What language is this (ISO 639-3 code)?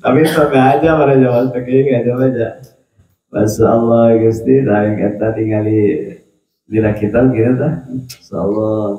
sun